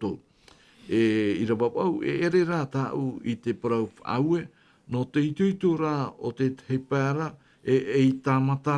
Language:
Tahitian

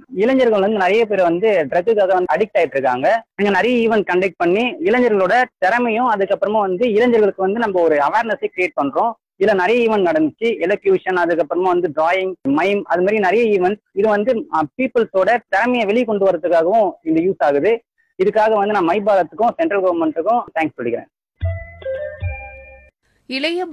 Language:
Tamil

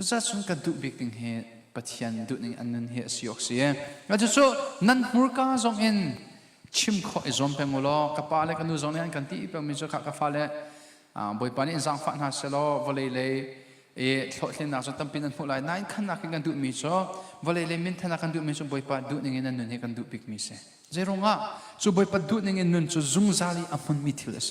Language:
Hakha Chin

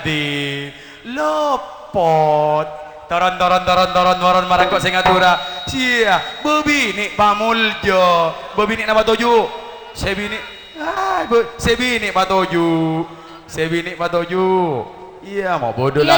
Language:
Madurese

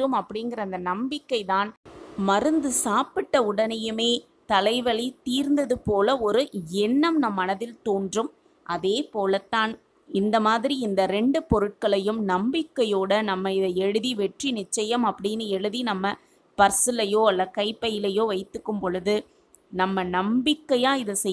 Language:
Tamil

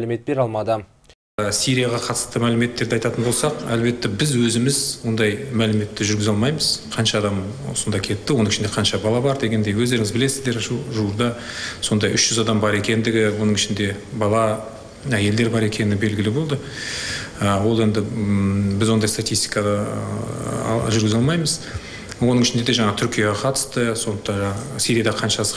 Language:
Kazakh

